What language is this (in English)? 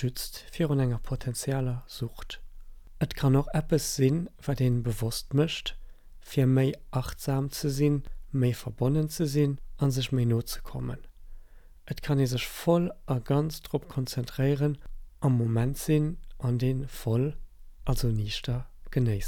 Luxembourgish